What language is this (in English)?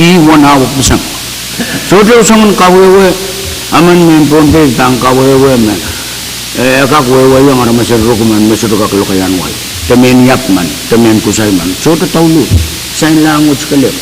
Pohnpeian